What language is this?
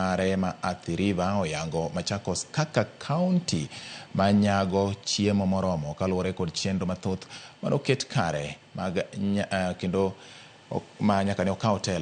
Luo (Kenya and Tanzania)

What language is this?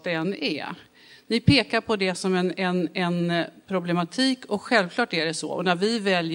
Swedish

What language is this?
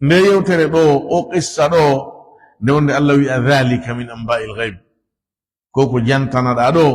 Fula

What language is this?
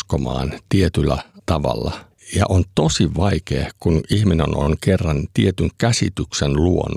Finnish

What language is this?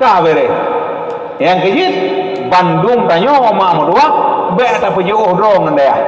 Achinese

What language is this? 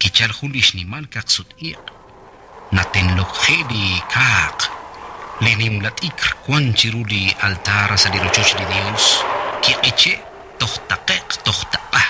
Kekchí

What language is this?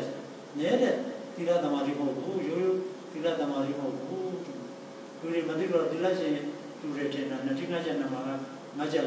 Burmese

